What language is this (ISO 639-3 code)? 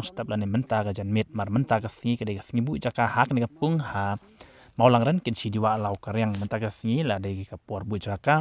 kha